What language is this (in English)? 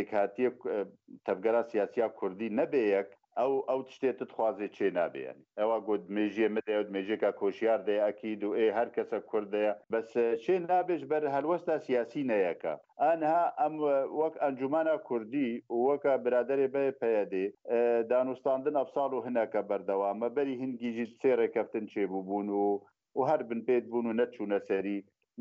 Kurdish